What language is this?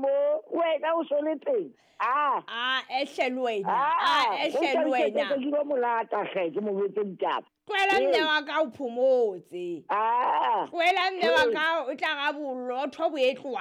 Southern Sotho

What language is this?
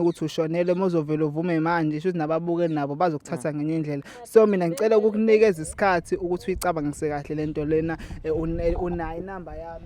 Zulu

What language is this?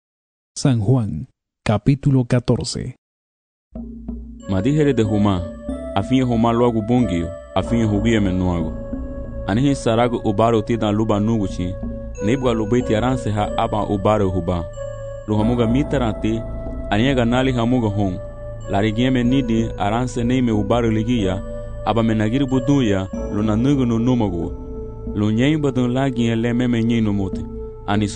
Garifuna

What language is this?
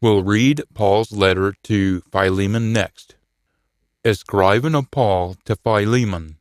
Scots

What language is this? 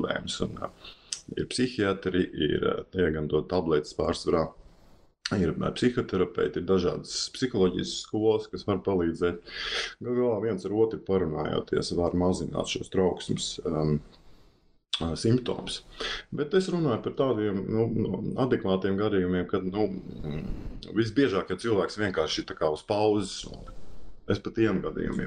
Latvian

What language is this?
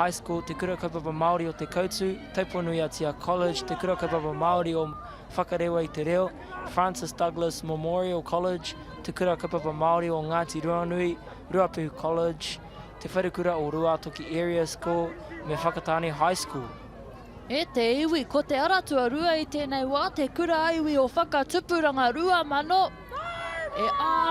Māori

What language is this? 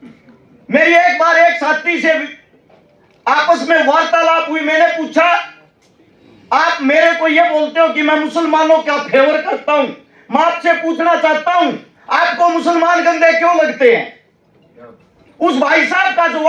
Hindi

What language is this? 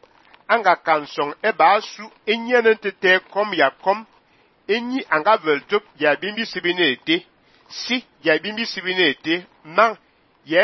Fang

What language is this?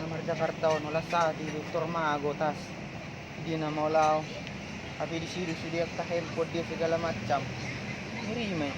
Batak Toba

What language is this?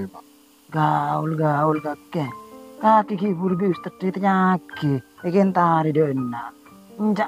Madurese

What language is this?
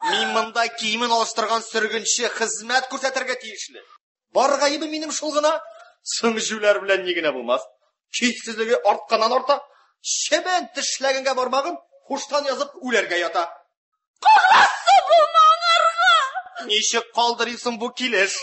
Tatar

